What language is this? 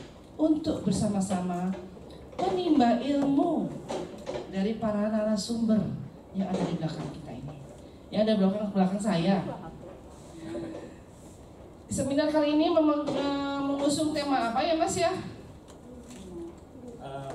Indonesian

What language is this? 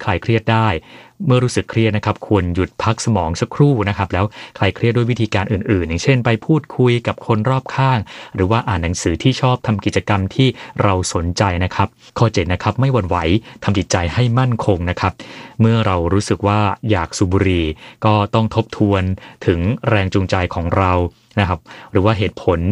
Thai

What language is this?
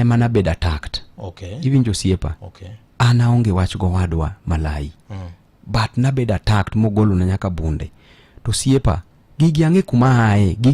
Luo (Kenya and Tanzania)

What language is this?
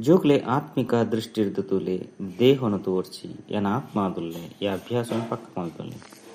Tulu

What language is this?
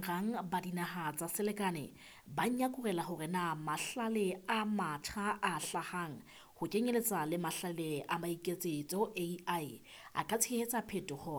Southern Sotho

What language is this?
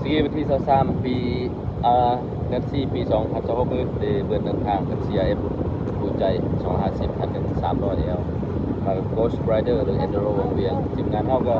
Lao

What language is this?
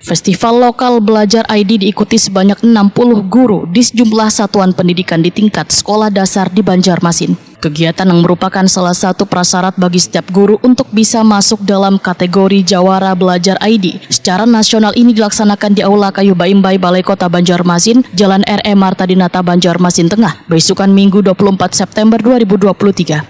Banjar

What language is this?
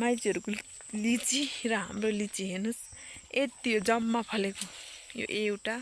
Nepali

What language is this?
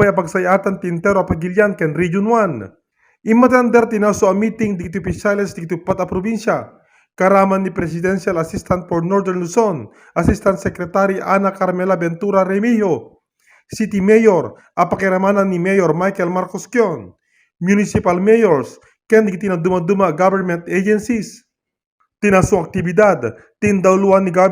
Iloko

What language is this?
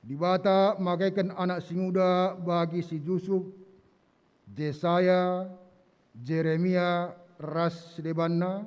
Batak Karo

